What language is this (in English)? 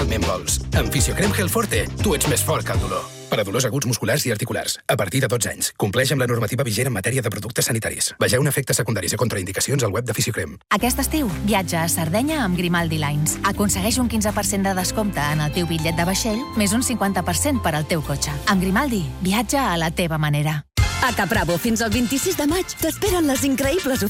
Catalan